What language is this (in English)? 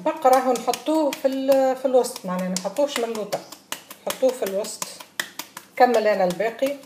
Tunisian Arabic